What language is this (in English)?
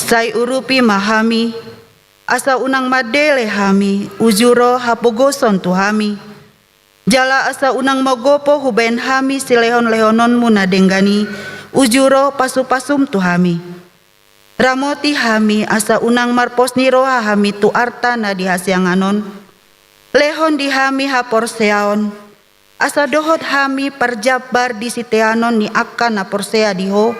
Batak Toba